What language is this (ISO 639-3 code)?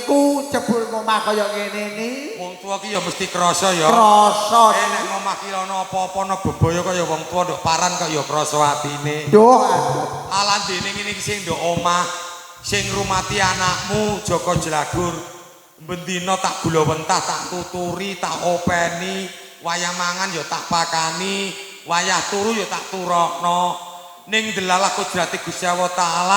jav